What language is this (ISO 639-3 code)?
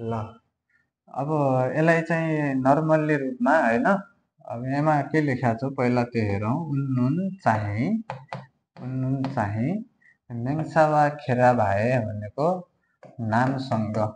nep